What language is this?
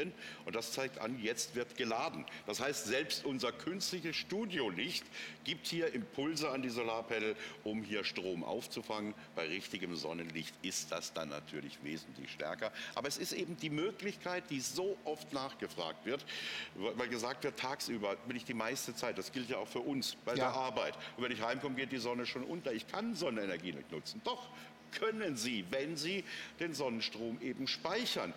German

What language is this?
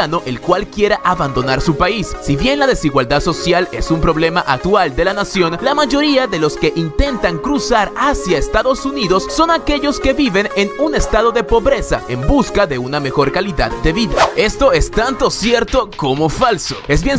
Spanish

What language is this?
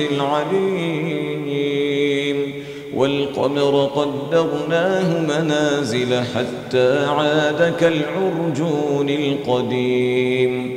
Arabic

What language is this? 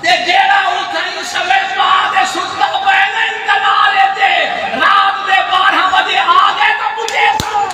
Saraiki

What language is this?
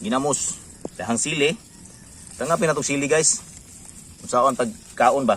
Cebuano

